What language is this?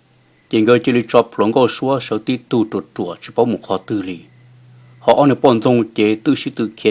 Hmong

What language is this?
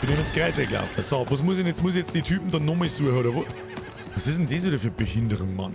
Bavarian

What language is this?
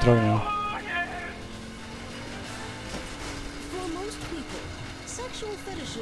Swedish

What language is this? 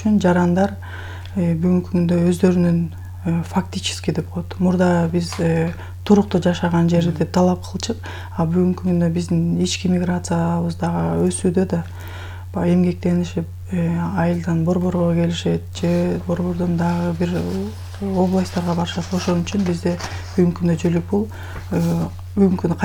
Kyrgyz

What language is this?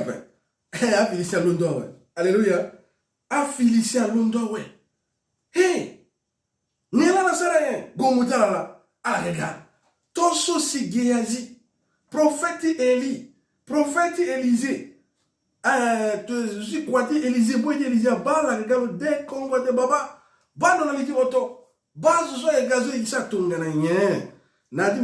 Sango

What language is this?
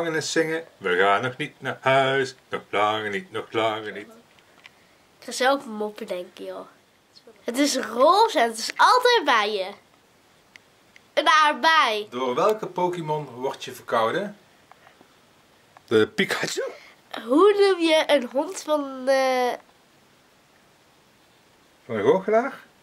Dutch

